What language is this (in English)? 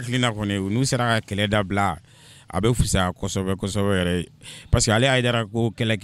Bambara